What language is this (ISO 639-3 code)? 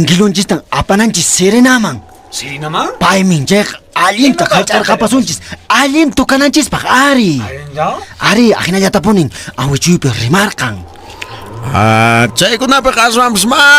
que